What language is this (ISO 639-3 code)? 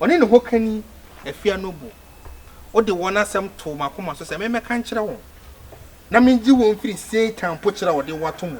aka